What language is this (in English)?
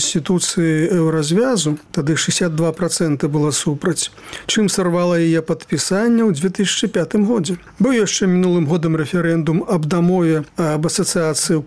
Belarusian